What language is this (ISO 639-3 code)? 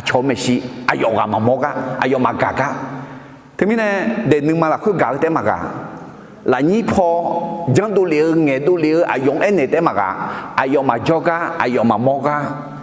ahk